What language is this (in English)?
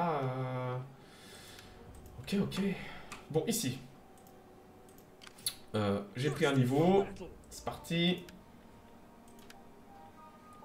French